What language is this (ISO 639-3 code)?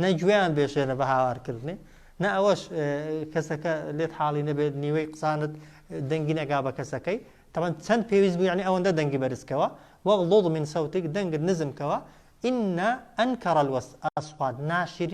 ckb